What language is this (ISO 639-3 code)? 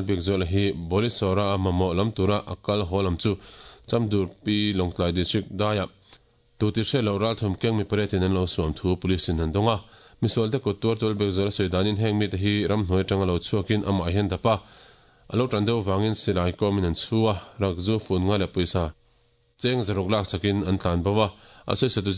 lus